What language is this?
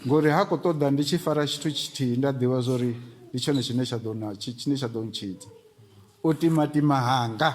Venda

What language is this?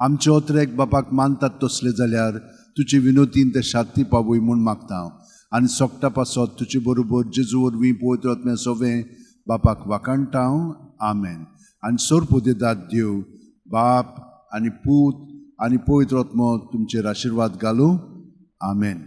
Konkani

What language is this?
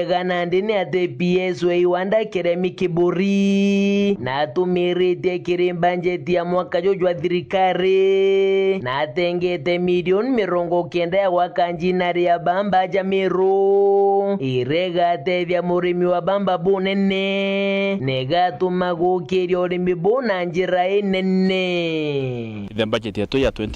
Meru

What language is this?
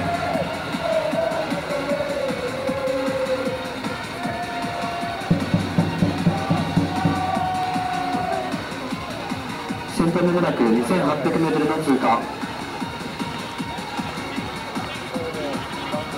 Japanese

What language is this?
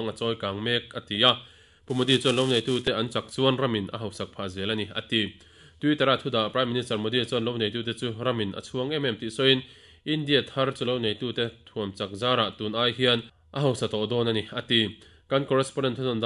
Mizo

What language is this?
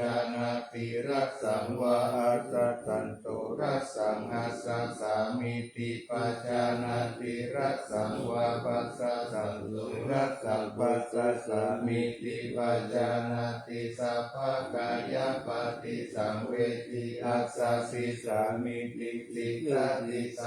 Pali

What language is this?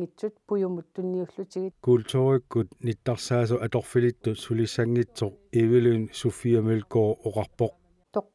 Kalaallisut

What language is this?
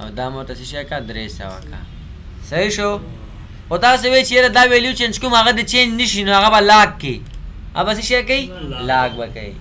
Pashto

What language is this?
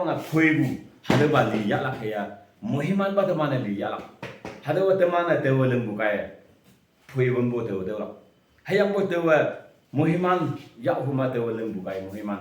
Konyak Naga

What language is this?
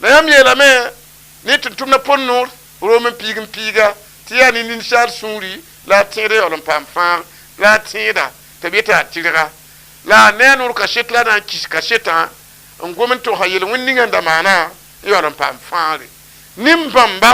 Mossi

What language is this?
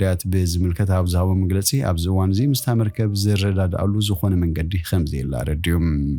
Tigrinya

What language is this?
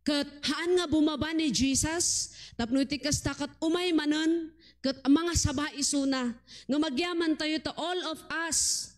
Iloko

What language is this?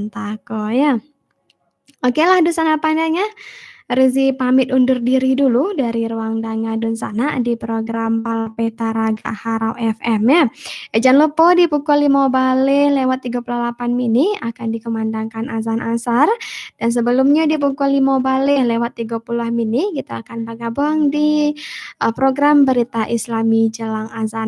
Minangkabau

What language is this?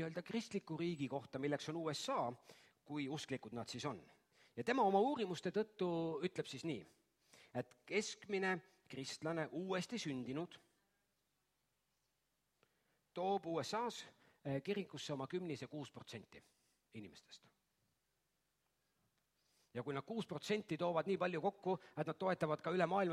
Estonian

